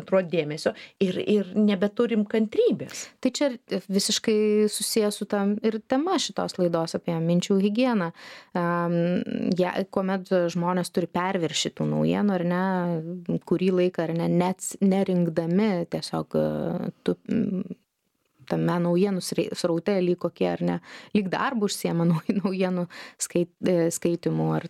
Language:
Lithuanian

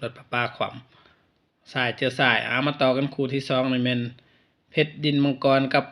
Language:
Northeastern Thai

